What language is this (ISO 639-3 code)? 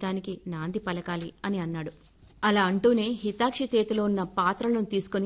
tel